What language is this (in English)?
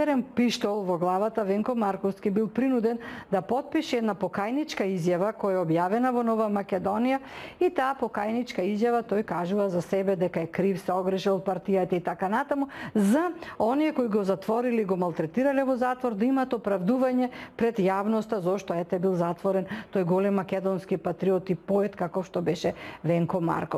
Macedonian